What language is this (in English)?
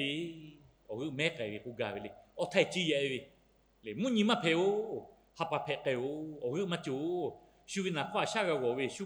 Lahu